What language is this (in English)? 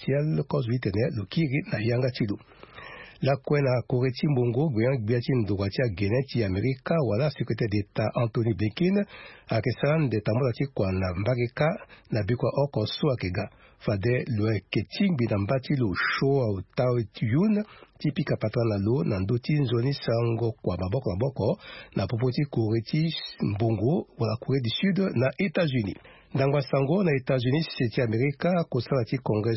Sango